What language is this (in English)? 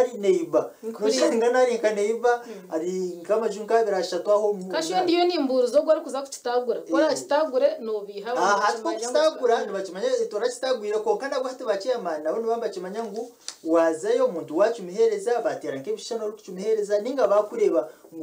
Kinyarwanda